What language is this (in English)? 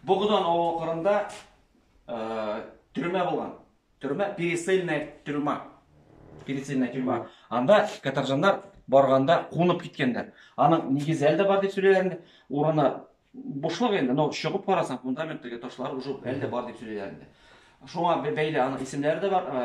Tatar